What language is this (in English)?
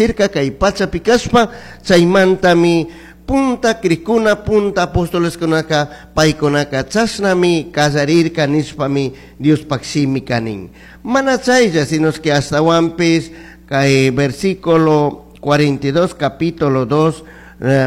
Chimborazo Highland Quichua